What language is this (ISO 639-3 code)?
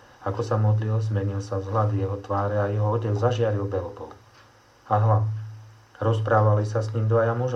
slk